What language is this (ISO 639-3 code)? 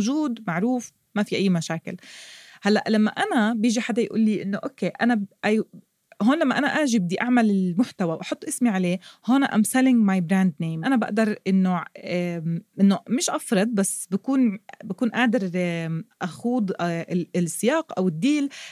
apc